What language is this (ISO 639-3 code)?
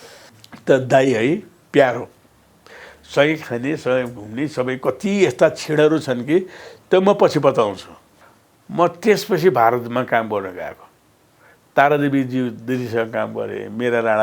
nep